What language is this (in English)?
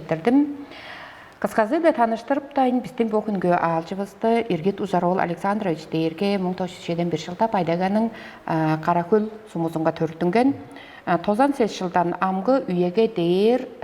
Tuvinian